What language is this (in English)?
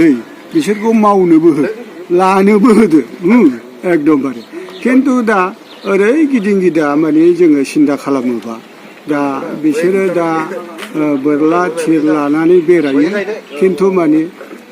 Bodo